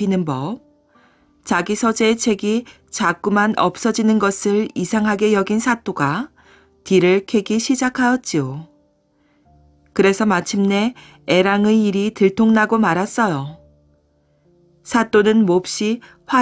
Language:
Korean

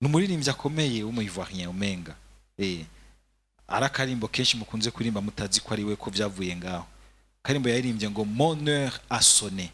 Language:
Rundi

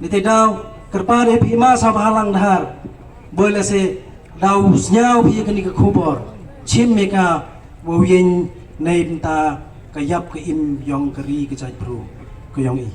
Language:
Pnar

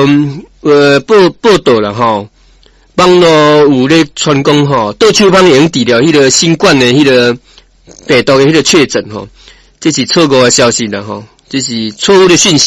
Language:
Min Nan Chinese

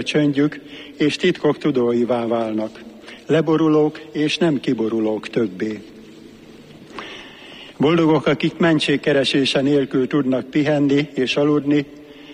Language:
Hungarian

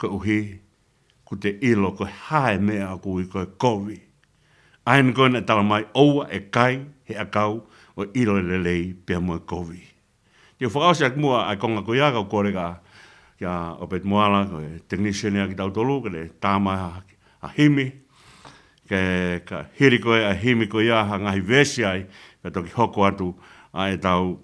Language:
Tongan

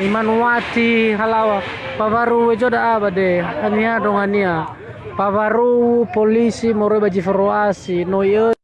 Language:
Nias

